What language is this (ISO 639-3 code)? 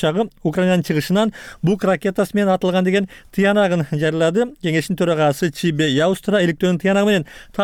kir